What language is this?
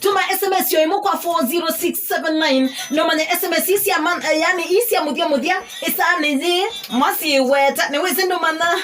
Kamba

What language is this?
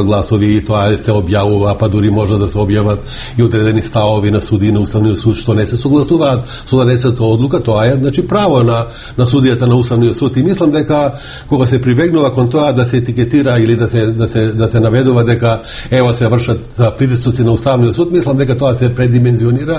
Macedonian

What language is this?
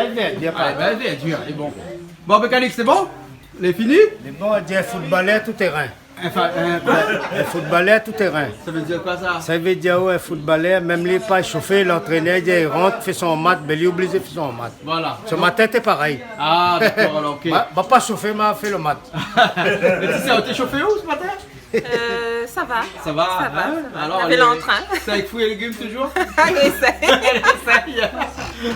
Réunion Creole French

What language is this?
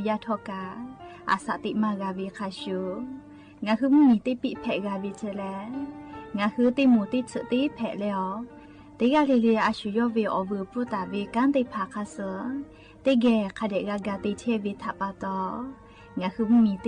Lahu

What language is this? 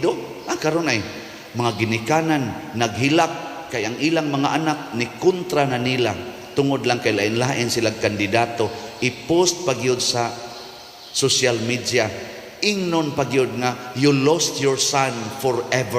Cebuano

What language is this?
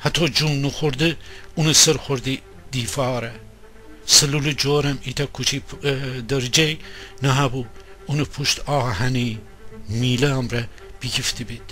Gilaki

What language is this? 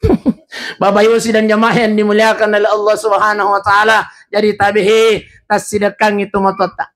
Buginese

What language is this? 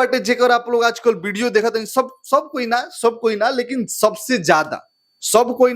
Bhojpuri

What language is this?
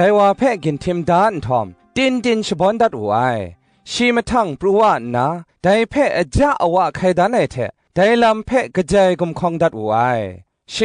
Kachin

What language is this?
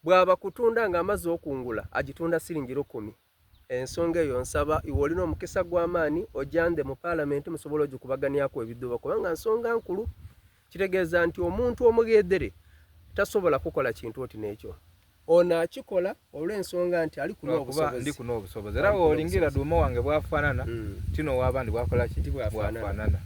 Soga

